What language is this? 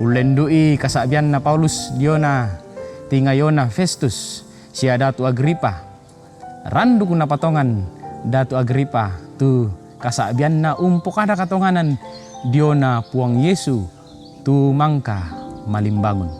Toraja-Sa'dan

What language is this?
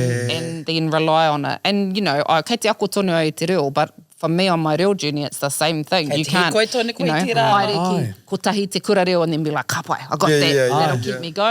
Māori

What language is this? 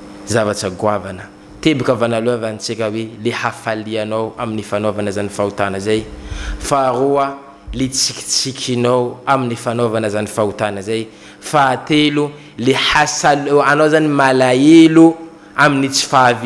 Malagasy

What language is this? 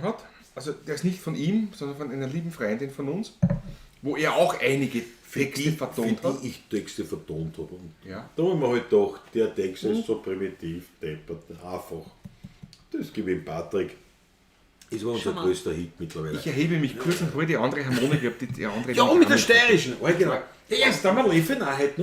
Bavarian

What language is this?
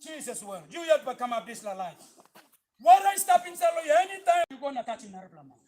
Tok Pisin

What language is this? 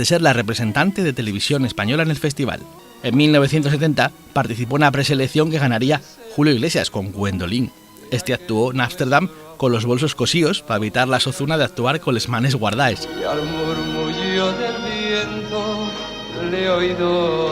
Asturian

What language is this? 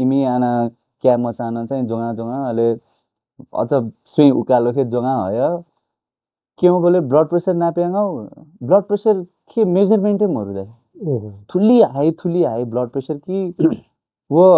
Newari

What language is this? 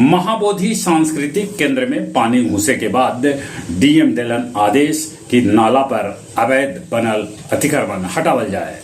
Magahi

